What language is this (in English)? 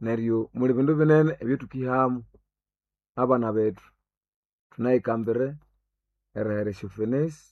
Nande